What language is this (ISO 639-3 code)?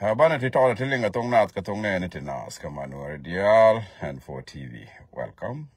nus